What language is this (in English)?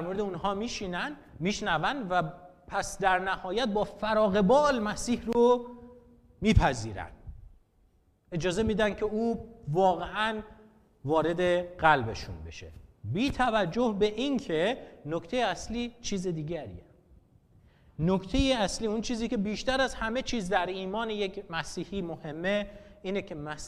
Persian